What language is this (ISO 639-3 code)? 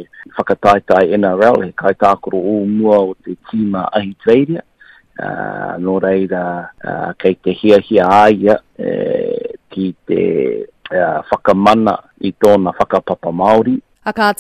mri